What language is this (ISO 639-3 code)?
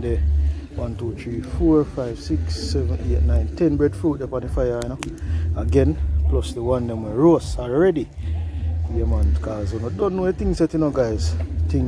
jam